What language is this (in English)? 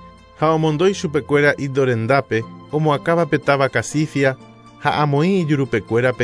Guarani